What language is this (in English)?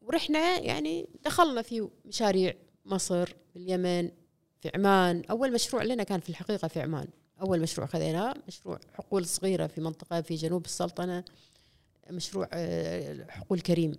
Gulf Arabic